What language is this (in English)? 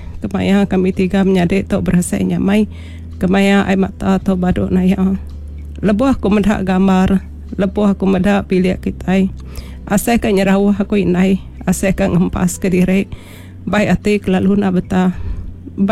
Iban